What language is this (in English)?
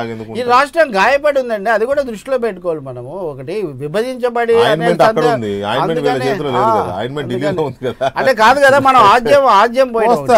Telugu